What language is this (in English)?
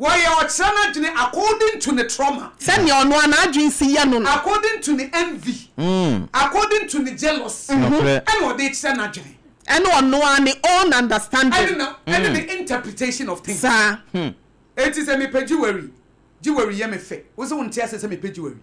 Akan